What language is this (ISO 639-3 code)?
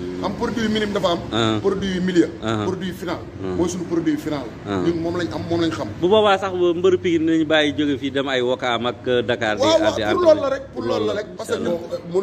wol